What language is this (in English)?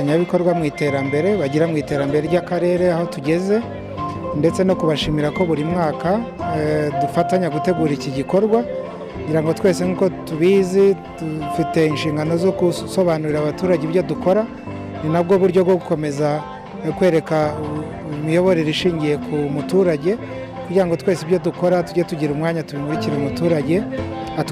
Kinyarwanda